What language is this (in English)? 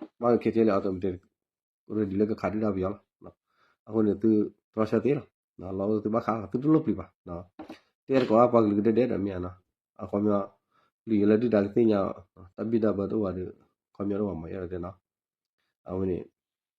S'gaw Karen